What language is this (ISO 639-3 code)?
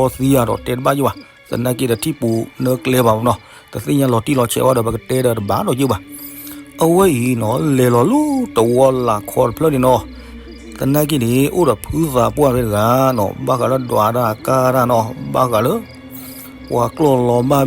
ksw